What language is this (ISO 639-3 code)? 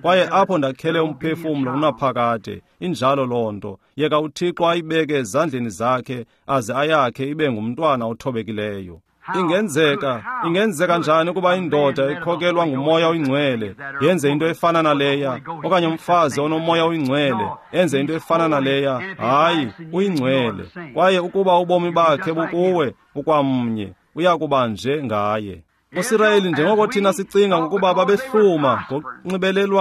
xho